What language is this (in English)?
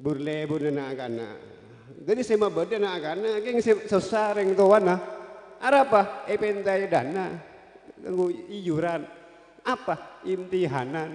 Madurese